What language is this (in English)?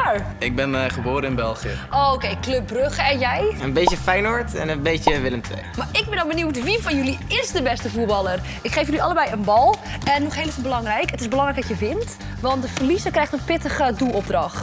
Dutch